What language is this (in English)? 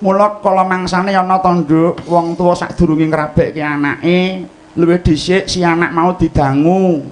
Javanese